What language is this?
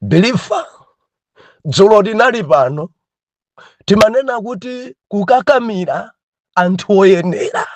Nyanja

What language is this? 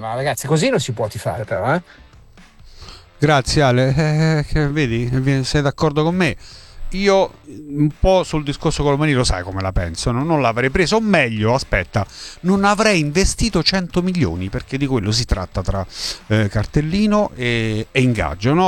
Italian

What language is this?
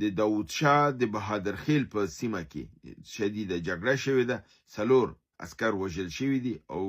Pashto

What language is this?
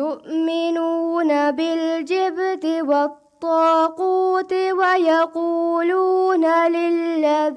Divehi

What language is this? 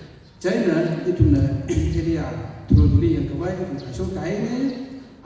Tangkhul Naga (India)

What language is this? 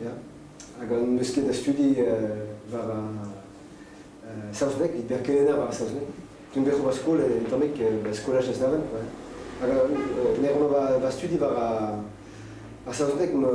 Breton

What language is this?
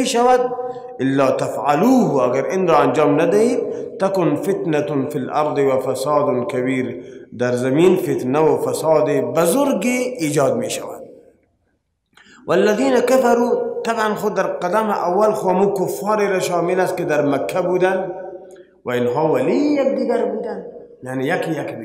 Persian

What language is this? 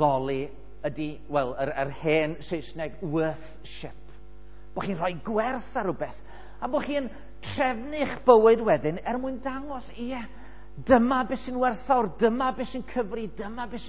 Welsh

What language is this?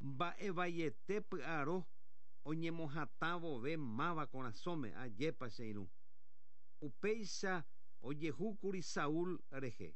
Guarani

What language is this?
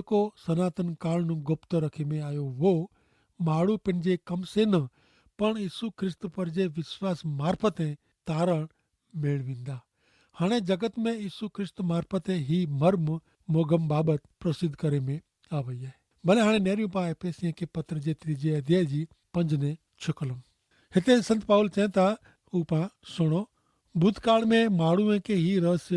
Kachhi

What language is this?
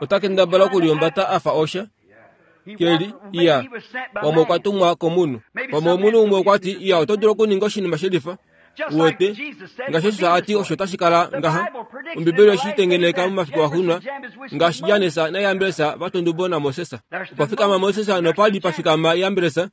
Kuanyama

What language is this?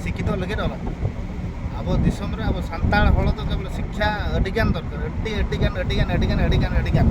Santali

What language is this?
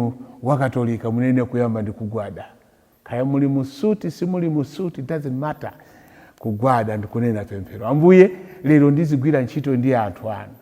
Nyanja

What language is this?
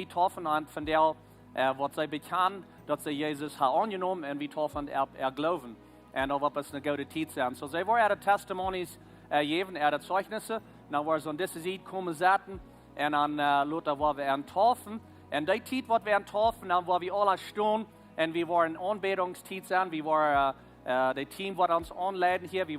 Plautdietsch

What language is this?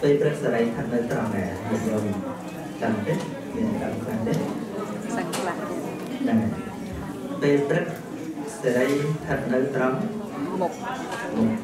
Khmer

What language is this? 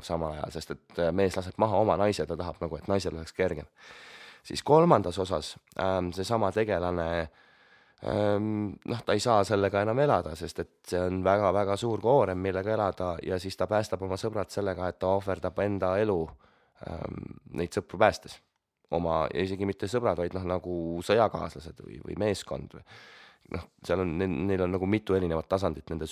Estonian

